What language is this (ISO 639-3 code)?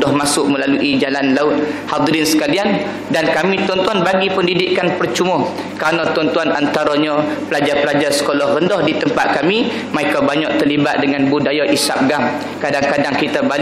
msa